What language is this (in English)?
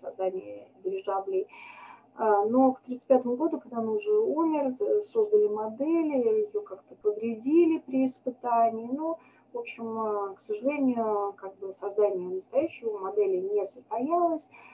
Russian